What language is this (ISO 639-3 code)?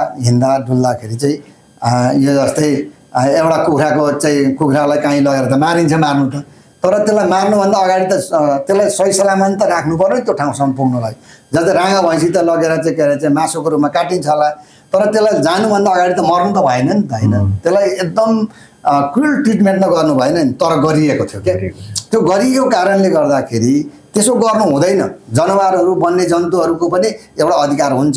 nep